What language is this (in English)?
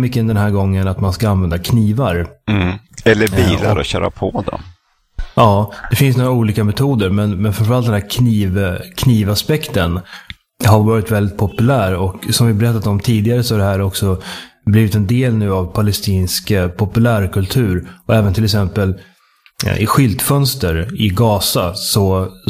Swedish